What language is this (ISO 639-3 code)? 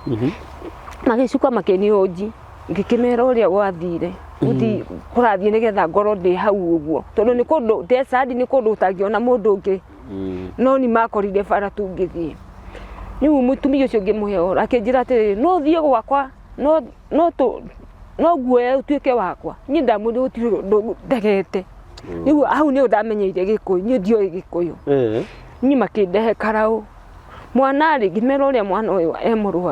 kik